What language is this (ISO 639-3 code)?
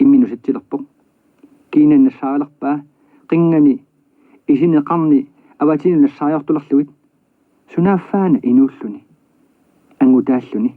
kal